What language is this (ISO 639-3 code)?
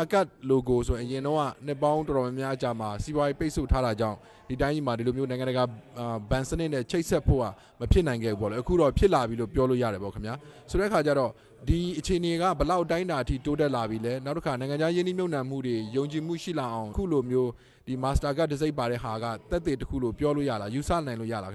mya